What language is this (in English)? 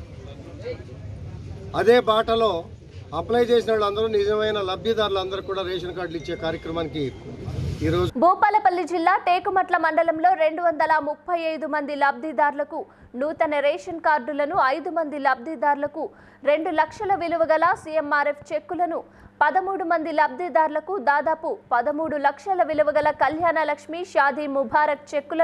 Telugu